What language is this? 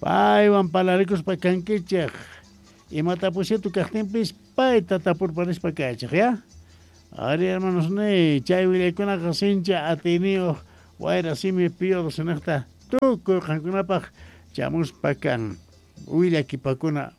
Quechua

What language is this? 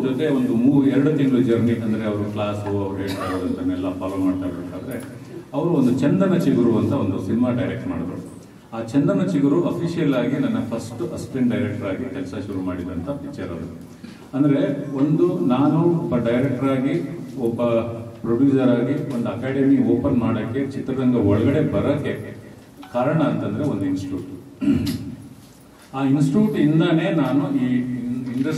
Kannada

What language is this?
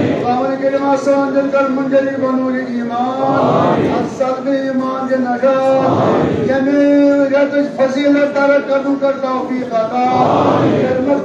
Kashmiri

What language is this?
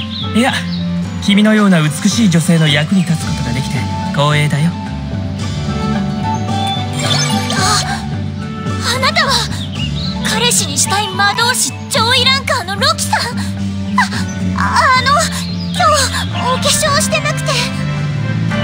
Japanese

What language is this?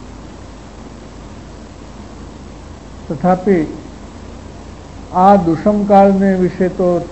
Gujarati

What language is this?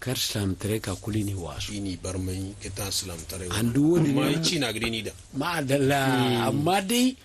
Zarma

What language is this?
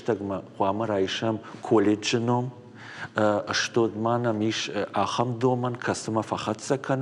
Ossetic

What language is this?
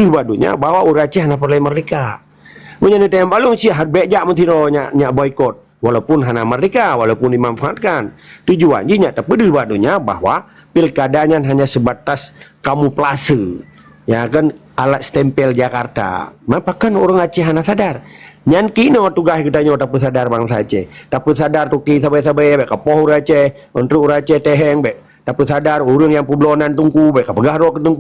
Achinese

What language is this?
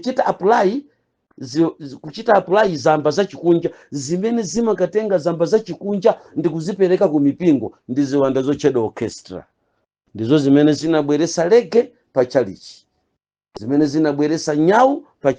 Nyanja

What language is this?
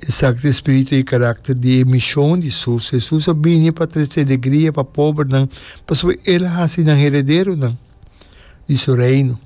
Papiamento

